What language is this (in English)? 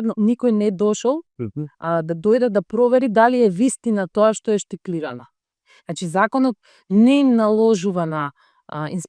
Macedonian